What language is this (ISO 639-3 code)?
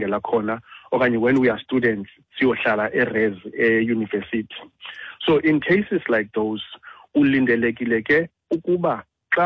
xho